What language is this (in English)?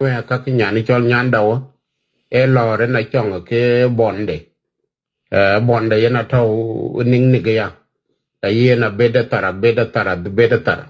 Nuer